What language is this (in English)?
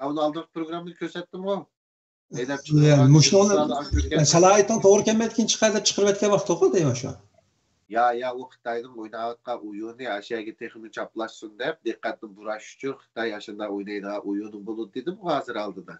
Uyghur